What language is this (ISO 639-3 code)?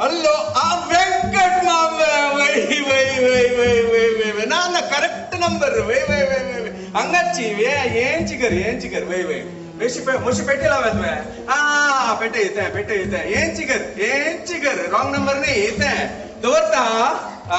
kok